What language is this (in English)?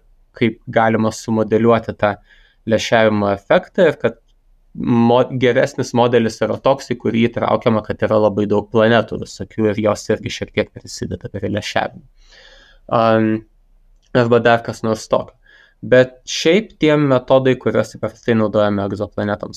Lithuanian